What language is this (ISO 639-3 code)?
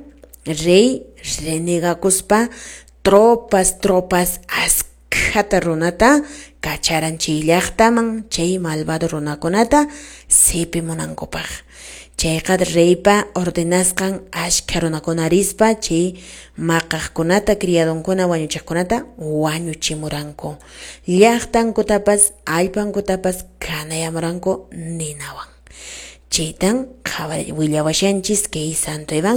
que